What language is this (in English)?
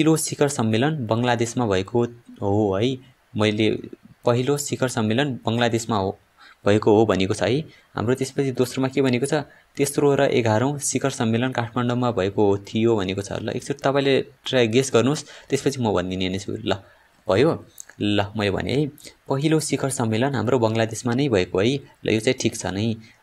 Nepali